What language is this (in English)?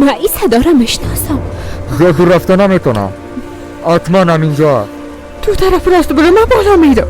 Persian